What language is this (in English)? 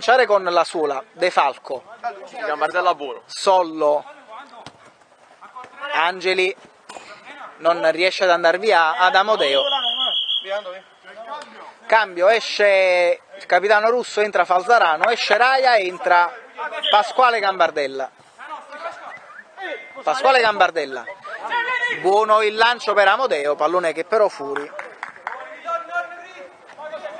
Italian